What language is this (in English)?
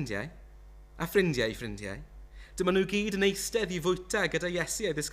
Welsh